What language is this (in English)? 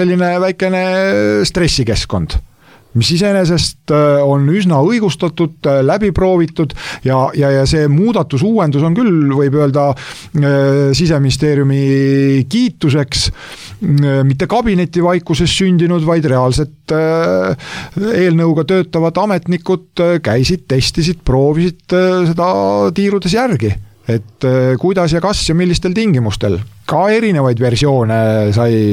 Estonian